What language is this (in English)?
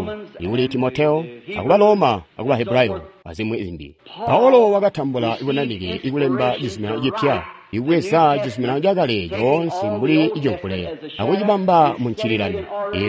Tonga (Zambia)